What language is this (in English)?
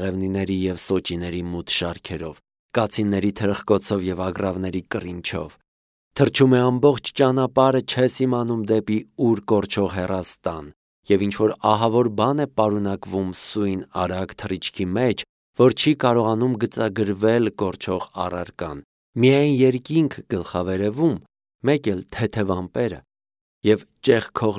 Armenian